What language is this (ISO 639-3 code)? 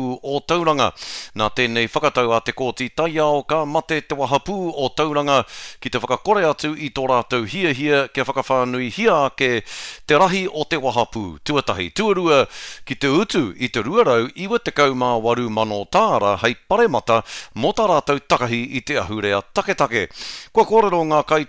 mri